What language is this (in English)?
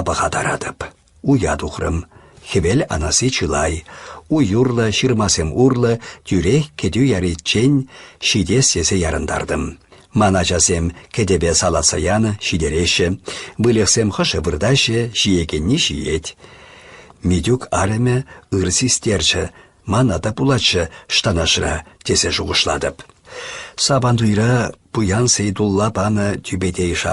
Chuvash